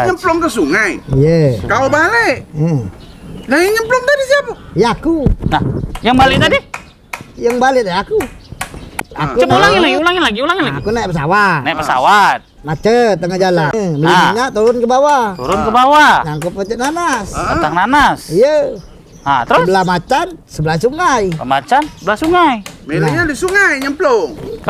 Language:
Musi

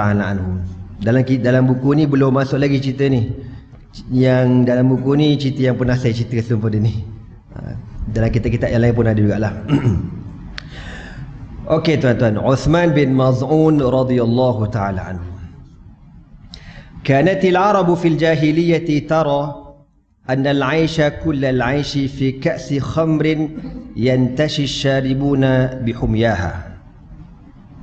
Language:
Malay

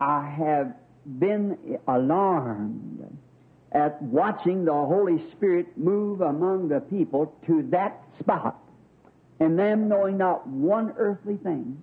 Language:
Bemba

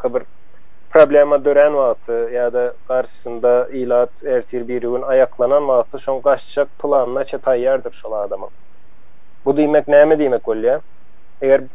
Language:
Turkmen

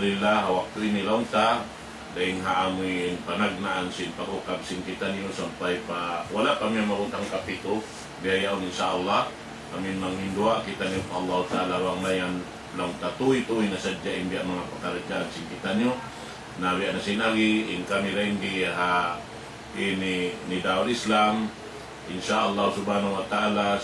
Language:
Tausug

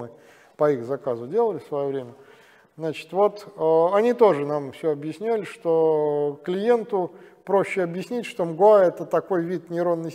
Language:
Russian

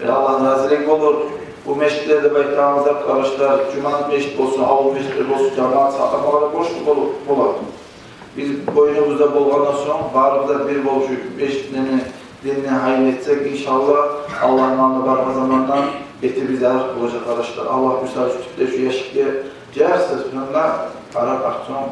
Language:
Kumyk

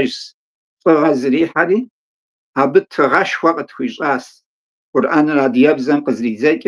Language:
Kabardian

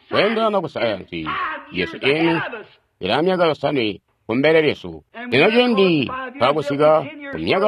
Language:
Tonga (Zambia)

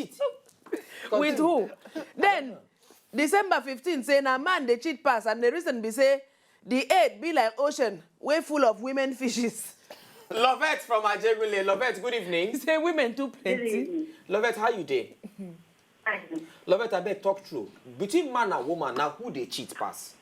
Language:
Nigerian Pidgin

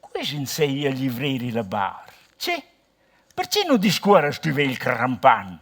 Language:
Romansh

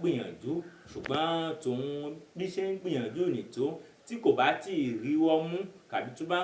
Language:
Yoruba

